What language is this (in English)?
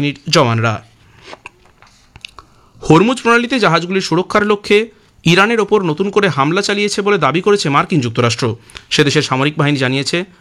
Bangla